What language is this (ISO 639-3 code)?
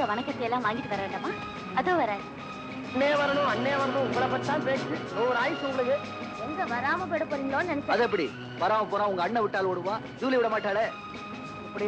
tam